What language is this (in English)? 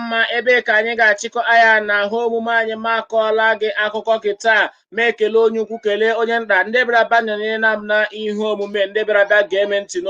Igbo